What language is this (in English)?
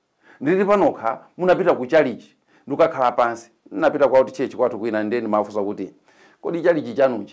Nyanja